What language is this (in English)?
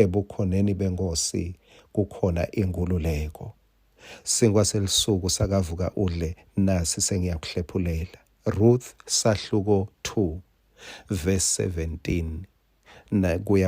Swati